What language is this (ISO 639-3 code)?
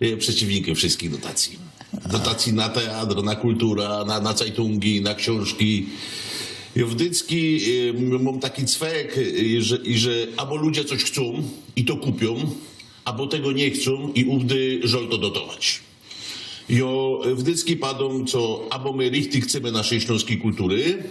szl